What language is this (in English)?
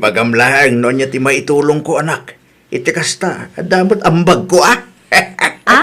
Iloko